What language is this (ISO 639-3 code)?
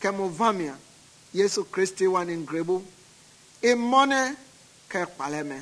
men